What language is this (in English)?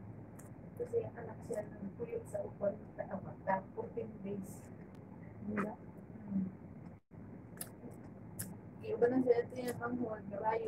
Filipino